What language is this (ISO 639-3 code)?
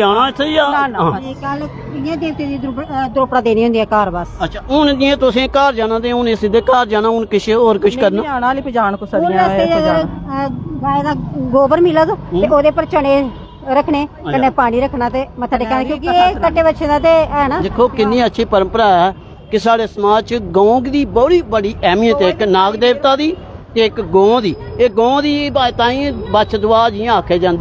doi